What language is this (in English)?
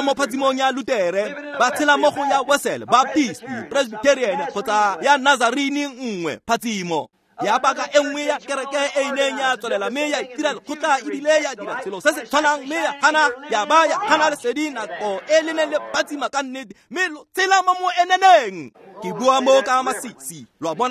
Tswana